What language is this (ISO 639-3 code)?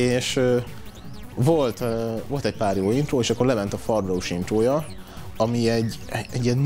hun